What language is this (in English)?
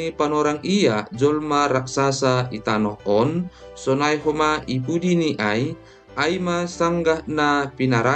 Batak Simalungun